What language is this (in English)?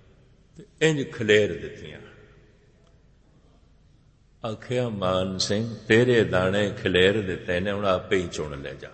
Punjabi